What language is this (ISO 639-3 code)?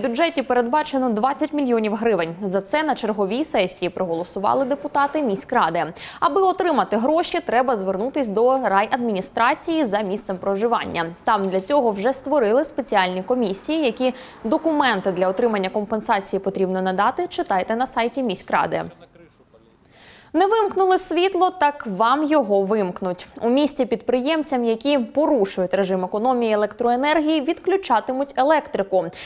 ukr